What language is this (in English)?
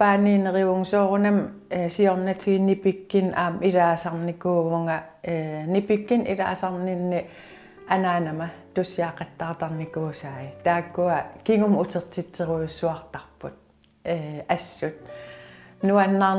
Kalaallisut